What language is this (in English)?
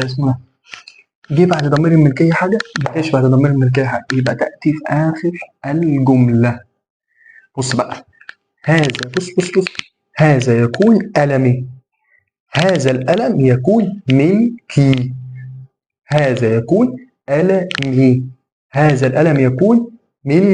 Egyptian Arabic